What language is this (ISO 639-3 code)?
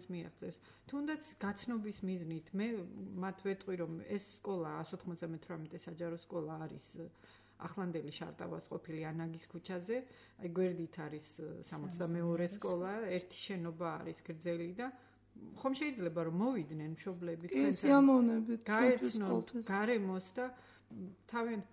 kat